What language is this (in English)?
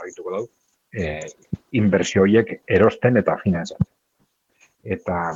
Basque